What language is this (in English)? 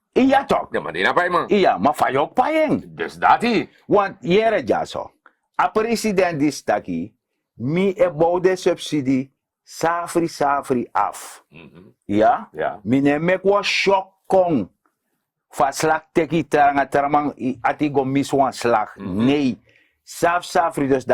Sranan Tongo